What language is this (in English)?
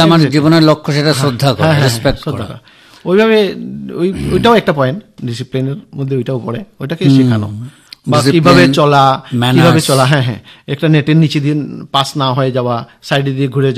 Bangla